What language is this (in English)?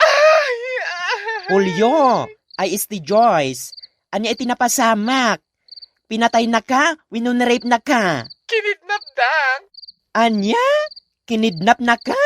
Iloko